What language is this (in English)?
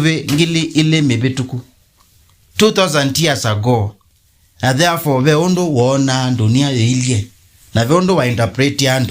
Kamba